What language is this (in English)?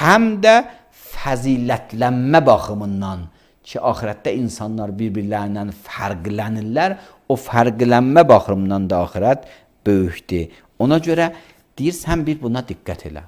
Azerbaijani